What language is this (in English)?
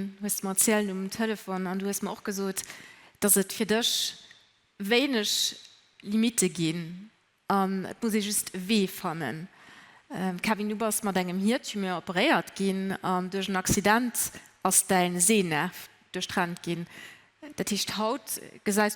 Luxembourgish